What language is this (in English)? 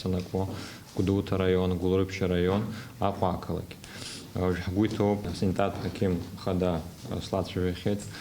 Abkhazian